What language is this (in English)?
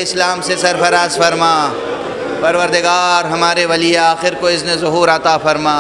Urdu